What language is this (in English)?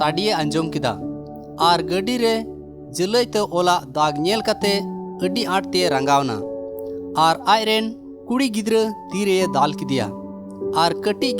Santali